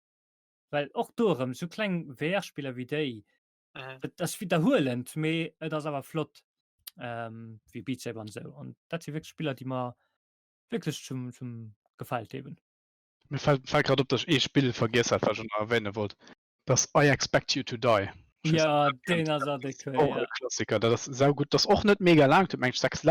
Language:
Luxembourgish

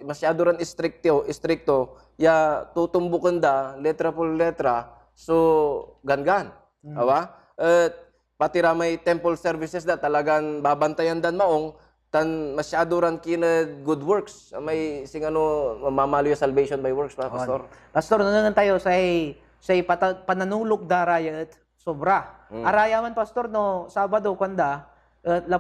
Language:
Pangasinan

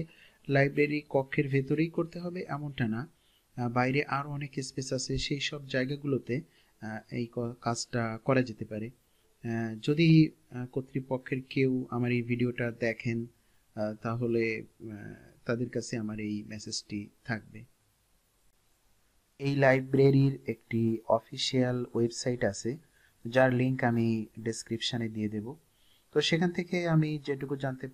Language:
Bangla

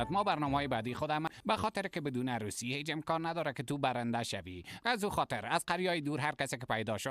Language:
Persian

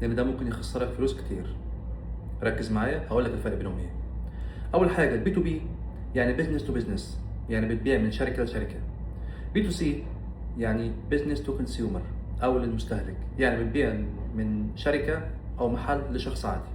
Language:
Egyptian Arabic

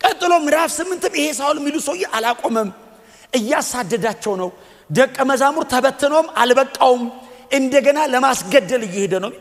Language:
Amharic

